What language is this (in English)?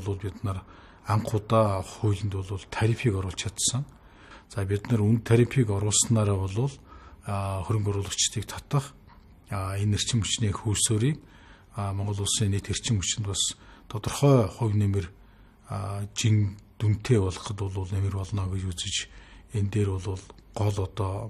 Mongolian